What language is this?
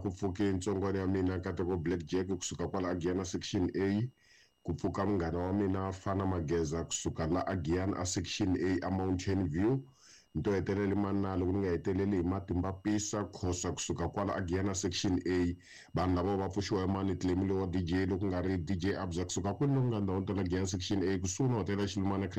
Tsonga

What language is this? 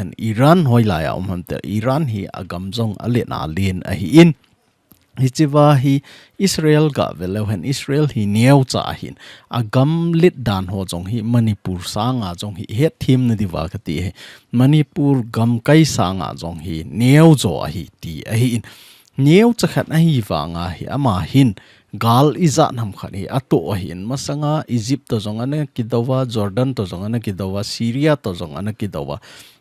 Thado Chin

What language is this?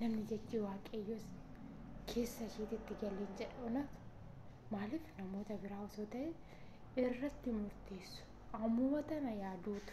Oromo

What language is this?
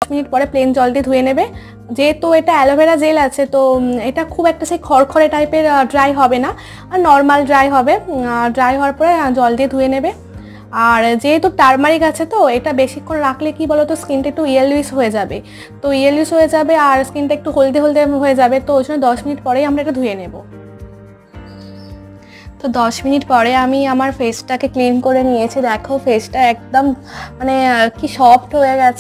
Bangla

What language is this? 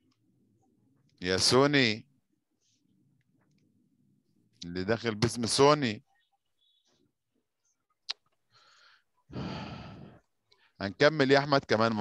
Egyptian Arabic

